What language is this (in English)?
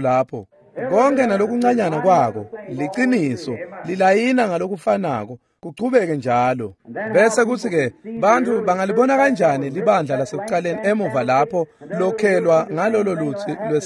Swati